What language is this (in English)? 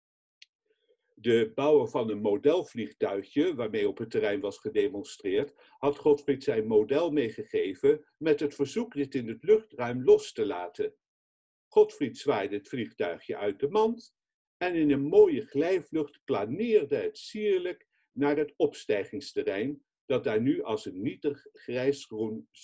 Dutch